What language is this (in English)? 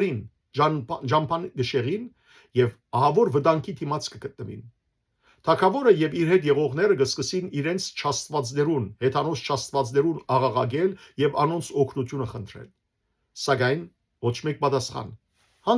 Western Armenian